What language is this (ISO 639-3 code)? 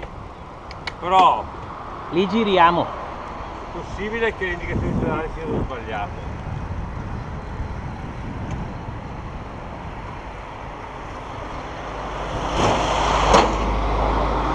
ita